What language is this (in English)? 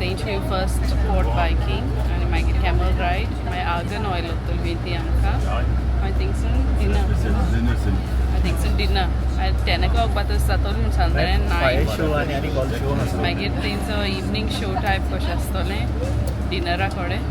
Konkani